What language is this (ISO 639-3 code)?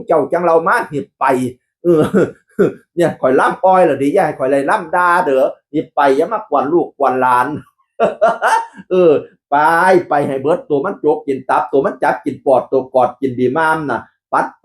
tts